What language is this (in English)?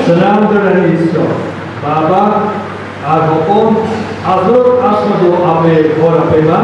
Santali